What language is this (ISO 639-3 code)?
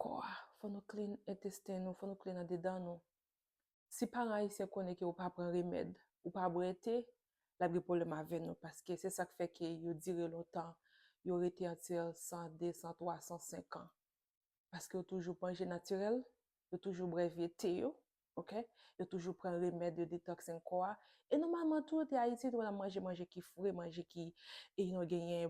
hat